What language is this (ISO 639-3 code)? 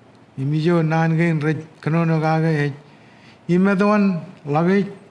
mah